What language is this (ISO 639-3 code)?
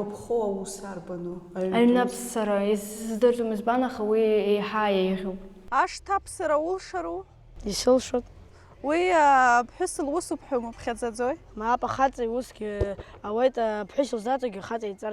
abk